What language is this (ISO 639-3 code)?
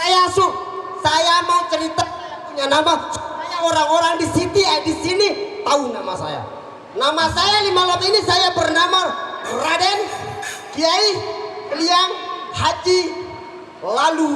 sas